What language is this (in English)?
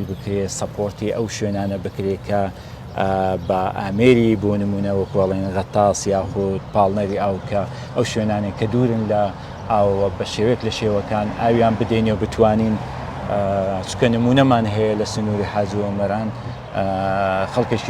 Central Kurdish